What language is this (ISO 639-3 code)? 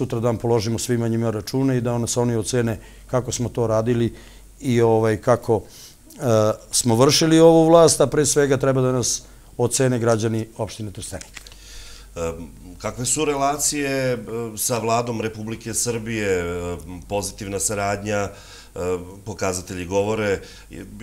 srp